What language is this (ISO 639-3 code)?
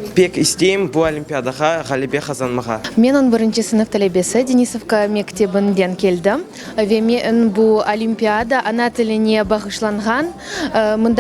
crh